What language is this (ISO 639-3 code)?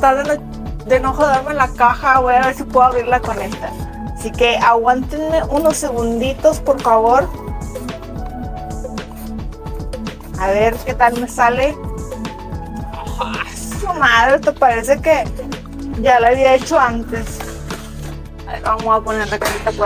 spa